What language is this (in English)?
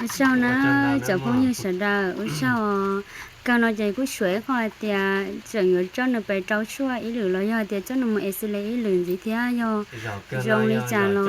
Hmong